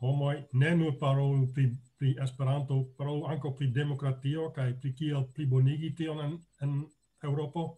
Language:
Esperanto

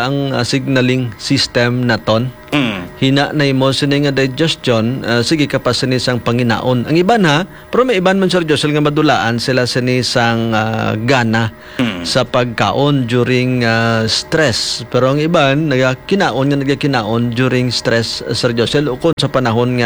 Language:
Hiligaynon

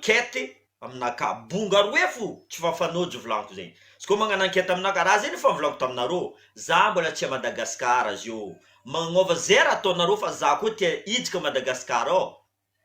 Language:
Malagasy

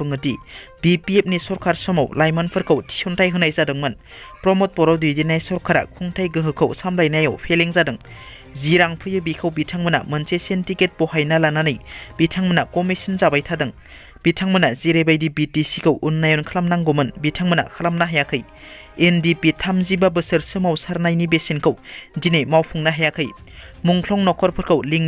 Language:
Bodo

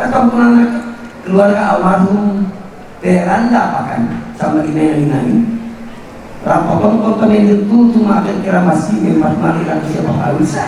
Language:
Toraja-Sa'dan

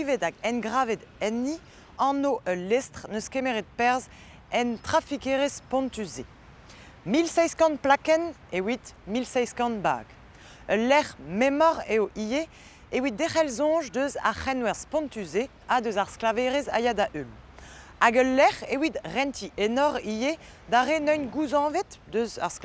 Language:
Breton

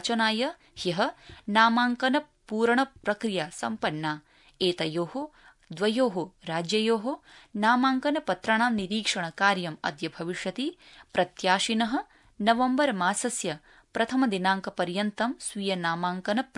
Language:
Sanskrit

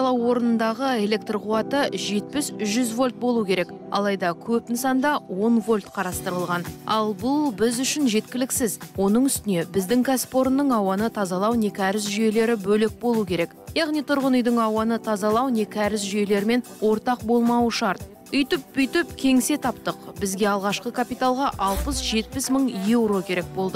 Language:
Kazakh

